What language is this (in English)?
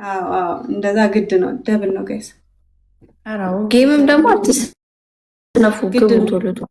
Amharic